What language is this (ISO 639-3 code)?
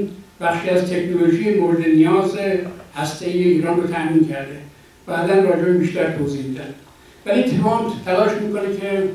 fas